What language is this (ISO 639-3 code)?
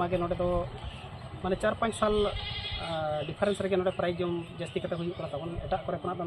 sat